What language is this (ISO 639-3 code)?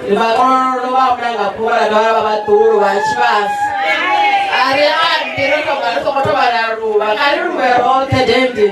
ven